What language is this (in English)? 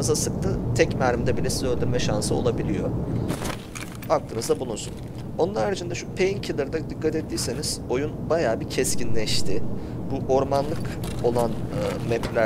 Turkish